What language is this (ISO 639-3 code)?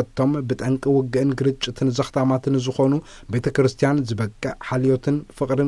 tir